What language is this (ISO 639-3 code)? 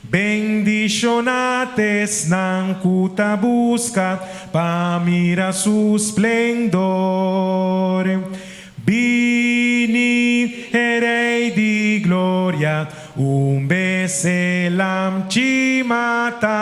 pap